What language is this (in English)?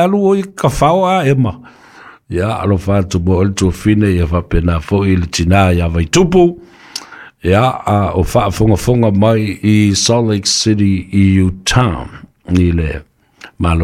Samoan